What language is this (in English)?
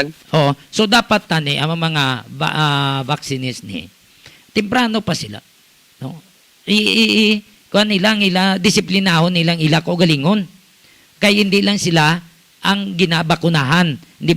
Hiligaynon